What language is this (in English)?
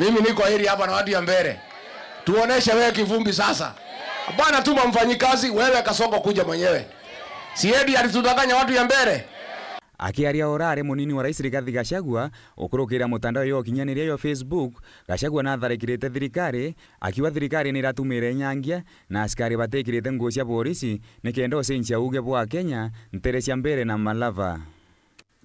Meru